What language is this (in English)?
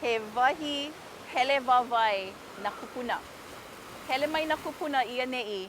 Hawaiian